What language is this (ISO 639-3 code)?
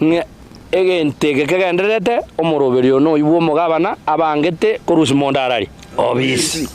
guz